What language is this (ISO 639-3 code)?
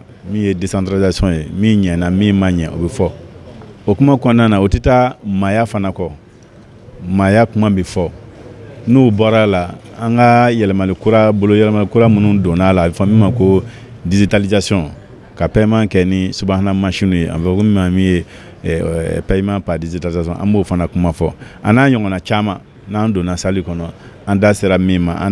bam